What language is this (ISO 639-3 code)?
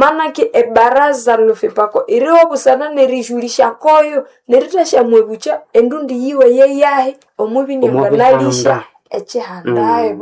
nnb